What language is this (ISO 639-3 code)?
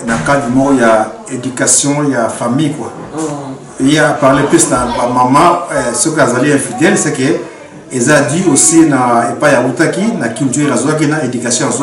lin